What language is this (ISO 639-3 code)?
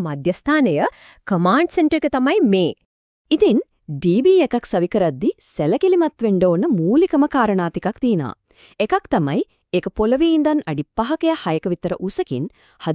sin